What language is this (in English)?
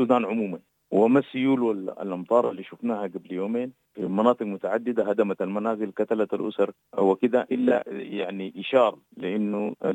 Sudanese Arabic